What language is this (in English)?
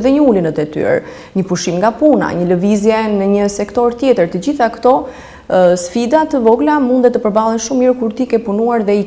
Albanian